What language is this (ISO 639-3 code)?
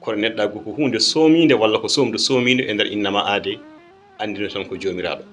ful